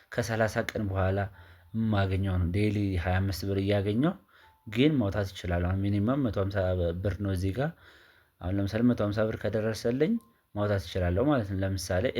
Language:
Amharic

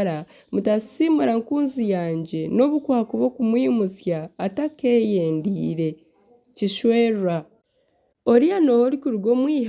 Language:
Nyankole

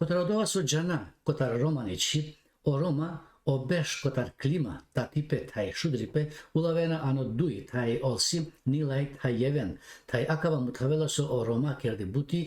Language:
Balkan Romani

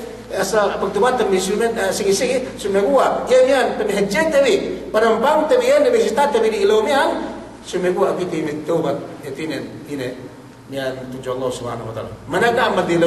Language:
Yakan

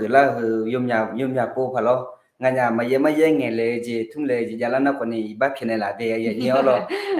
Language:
Akha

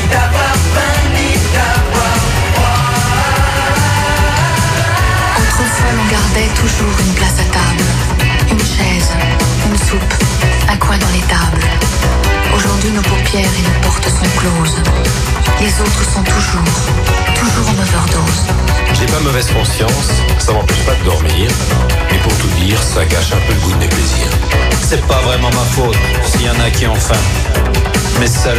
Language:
French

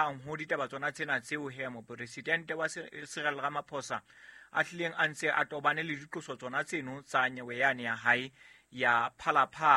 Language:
Southern Sotho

